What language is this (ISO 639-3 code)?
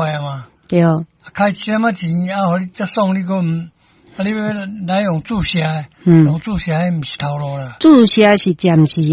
nan